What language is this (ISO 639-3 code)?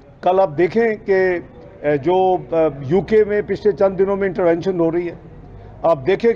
urd